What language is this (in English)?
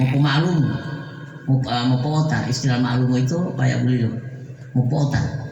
Gorontalo